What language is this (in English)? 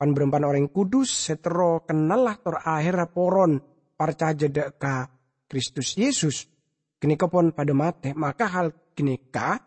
Madurese